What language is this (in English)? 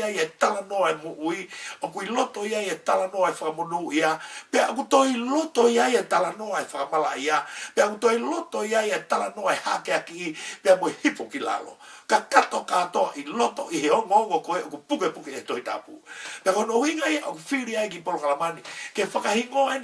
Tongan